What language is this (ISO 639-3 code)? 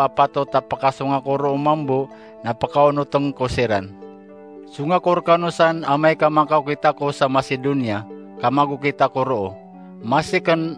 mrw